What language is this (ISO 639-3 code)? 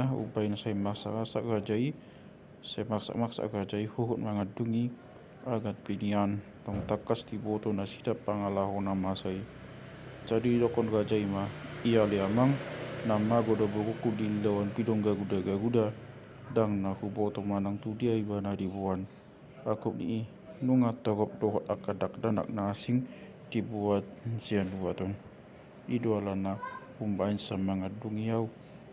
bbc